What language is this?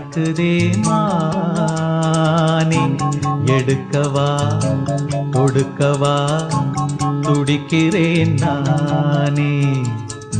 Tamil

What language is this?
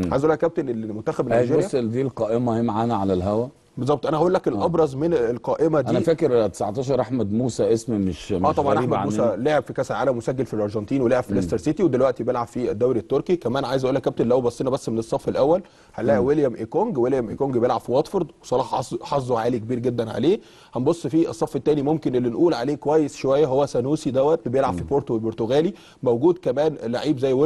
Egyptian Arabic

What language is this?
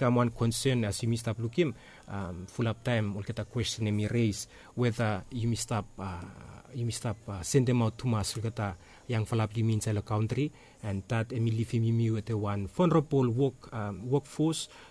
Bislama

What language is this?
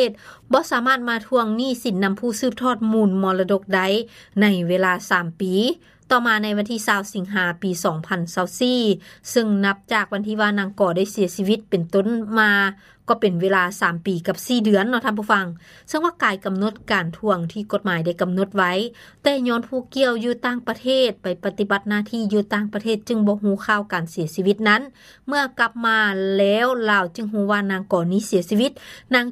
Lao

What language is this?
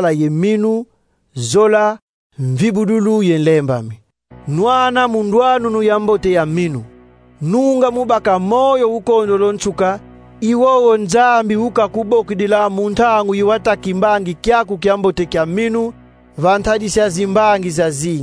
Kongo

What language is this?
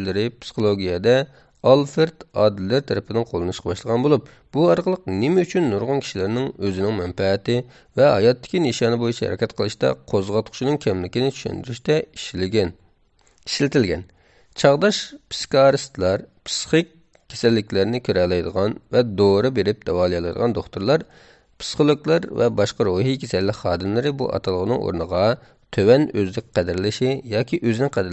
Uyghur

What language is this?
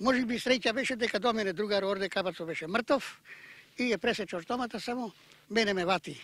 Macedonian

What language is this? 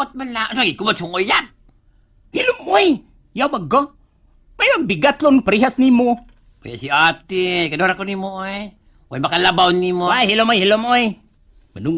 Cebuano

